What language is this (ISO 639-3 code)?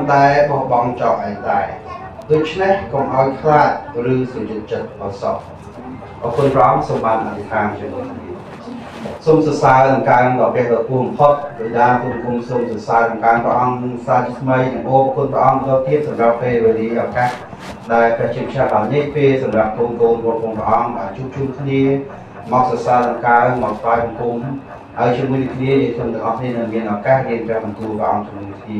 khm